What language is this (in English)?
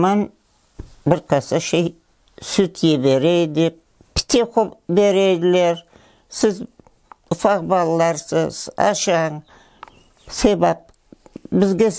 Crimean Tatar